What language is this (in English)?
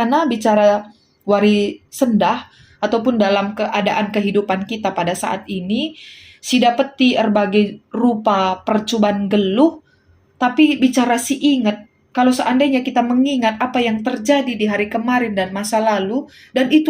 Batak Karo